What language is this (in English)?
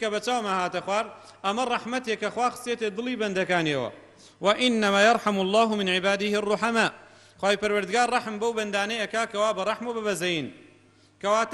Central Kurdish